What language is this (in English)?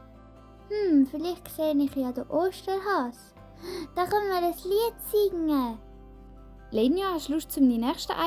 Swiss German